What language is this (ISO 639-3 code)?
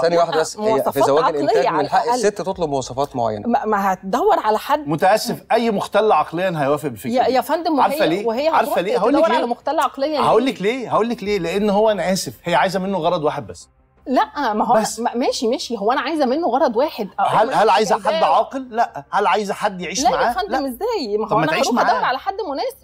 arz